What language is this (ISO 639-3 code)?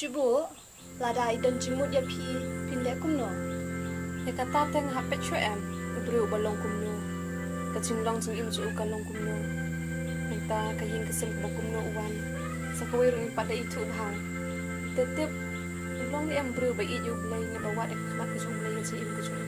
kha